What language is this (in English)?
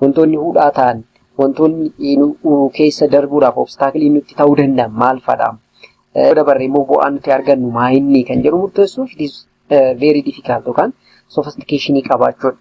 Oromo